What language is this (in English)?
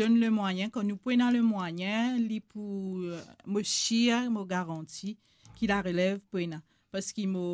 Morisyen